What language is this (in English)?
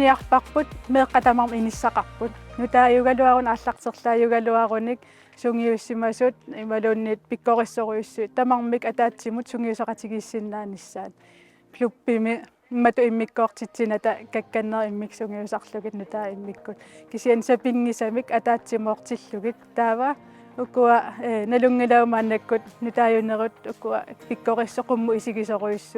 Kalaallisut